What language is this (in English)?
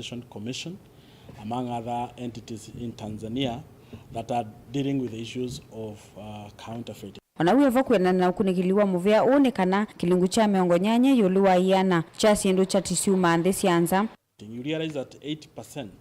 Kamba